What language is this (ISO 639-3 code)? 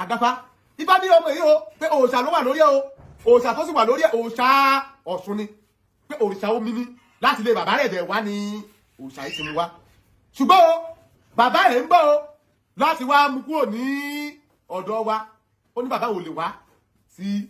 yor